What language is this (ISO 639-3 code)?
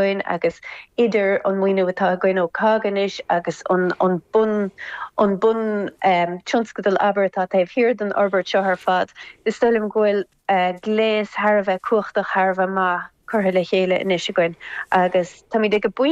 gle